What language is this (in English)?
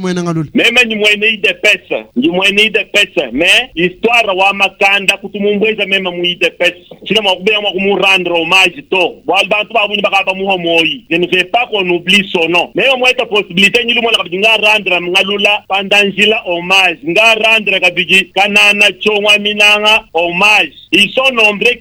Luba-Lulua